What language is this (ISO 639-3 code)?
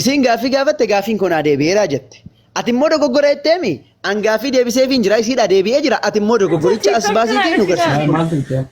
orm